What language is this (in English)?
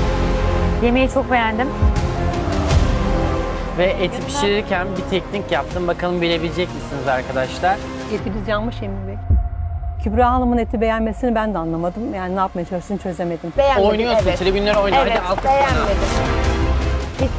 Turkish